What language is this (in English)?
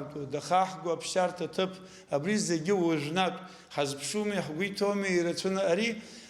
Abkhazian